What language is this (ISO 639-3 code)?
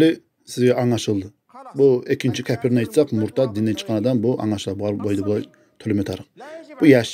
kum